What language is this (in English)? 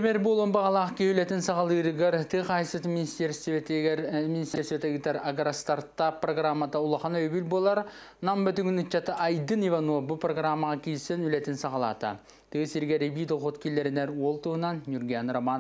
Yakut